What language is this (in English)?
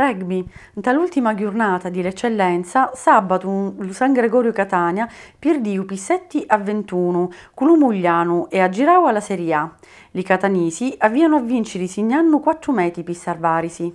Sicilian